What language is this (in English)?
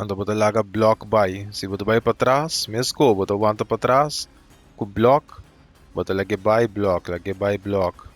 Papiamento